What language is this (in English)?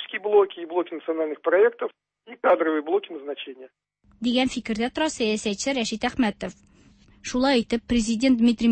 Tatar